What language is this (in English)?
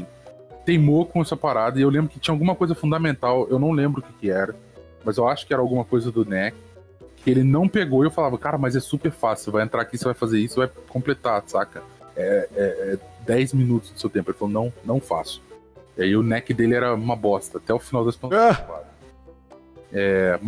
Portuguese